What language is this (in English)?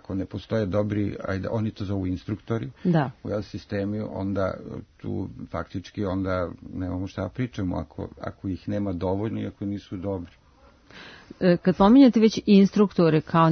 Serbian